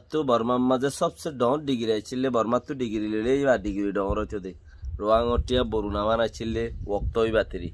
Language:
Rohingya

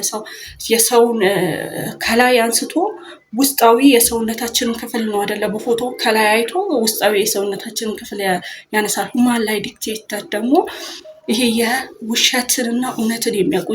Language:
Amharic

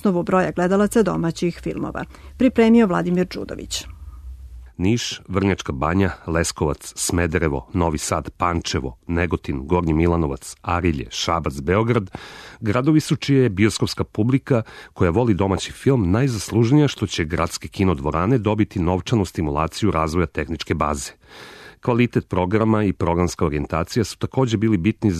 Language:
Serbian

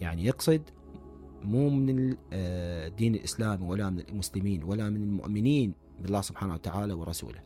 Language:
Mesopotamian Arabic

